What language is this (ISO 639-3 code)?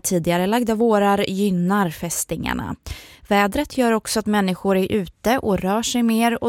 swe